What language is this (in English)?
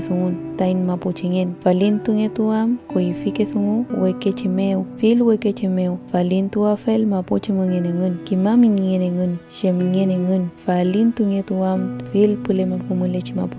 Mapuche